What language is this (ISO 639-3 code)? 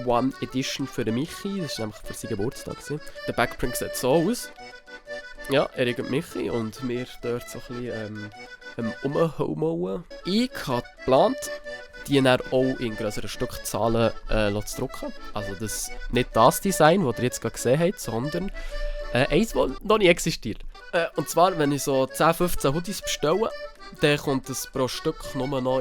gsw